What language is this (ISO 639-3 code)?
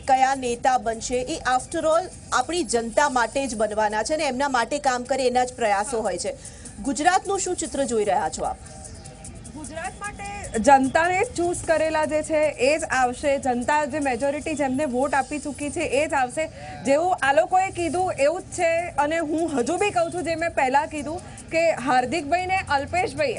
guj